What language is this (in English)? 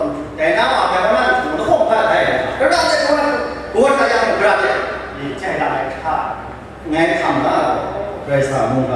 Kachin